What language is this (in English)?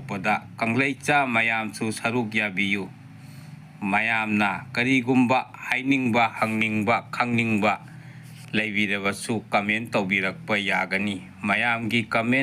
Manipuri